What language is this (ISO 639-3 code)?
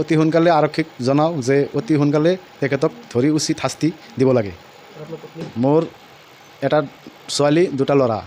asm